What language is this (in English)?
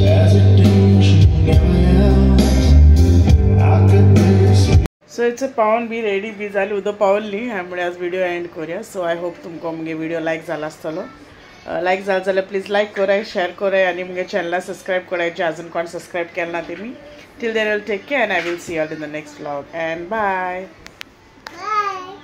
Konkani